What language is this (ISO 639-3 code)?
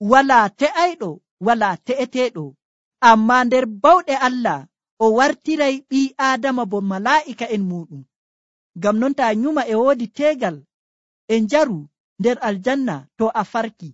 fuv